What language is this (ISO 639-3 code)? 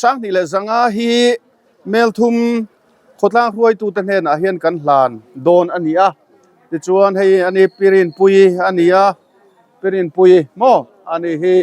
lus